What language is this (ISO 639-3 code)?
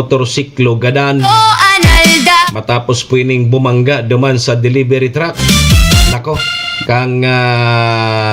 bik